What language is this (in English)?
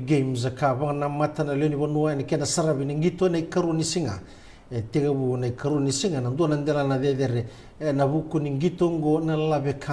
Fijian